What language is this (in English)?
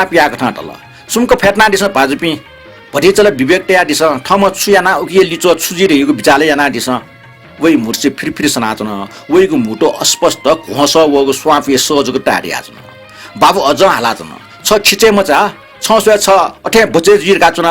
Newari